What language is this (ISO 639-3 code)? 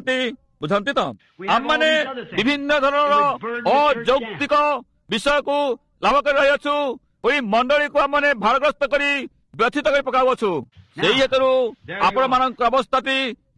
ori